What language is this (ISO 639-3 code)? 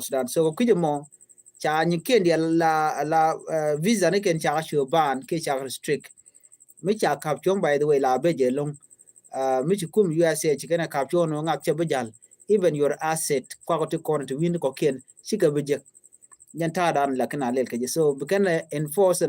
nus